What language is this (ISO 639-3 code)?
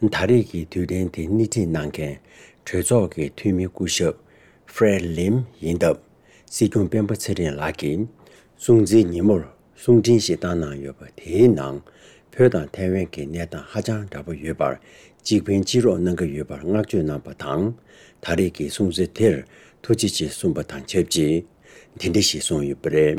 bod